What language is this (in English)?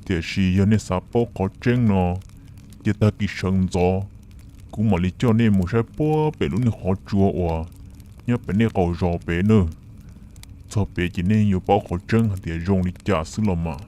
Hmong